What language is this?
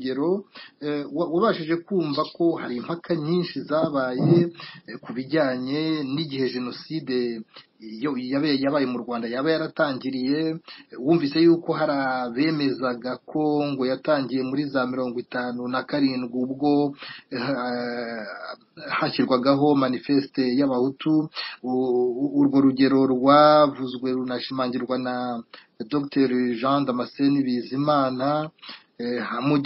Kinyarwanda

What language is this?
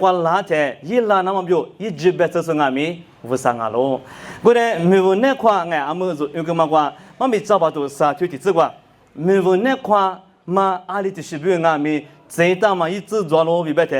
Lisu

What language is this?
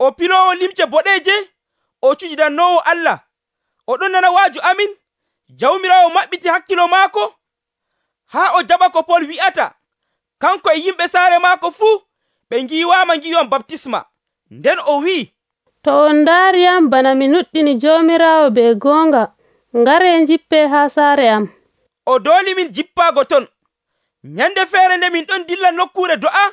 Nigerian Fulfulde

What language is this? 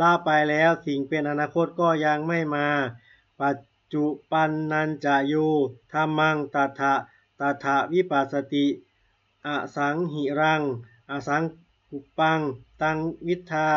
Pali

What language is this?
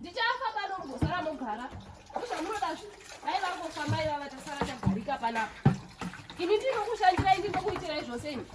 Shona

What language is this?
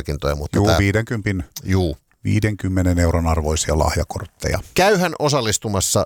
Finnish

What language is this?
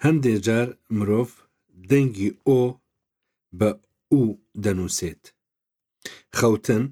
Albanian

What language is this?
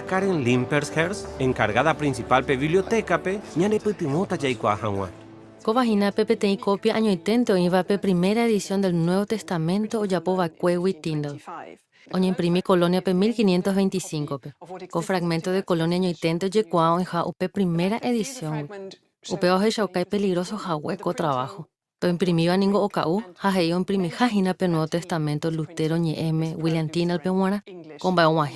Guarani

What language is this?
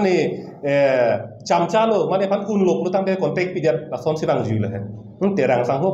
Karbi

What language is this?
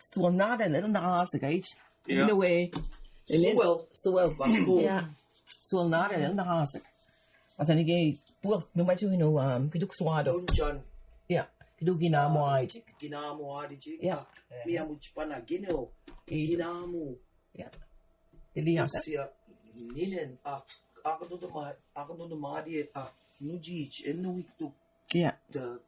Mi'kmaw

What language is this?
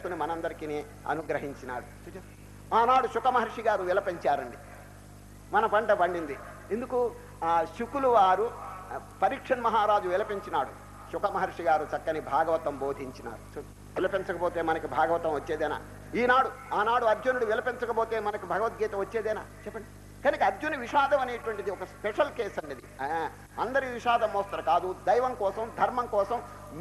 Telugu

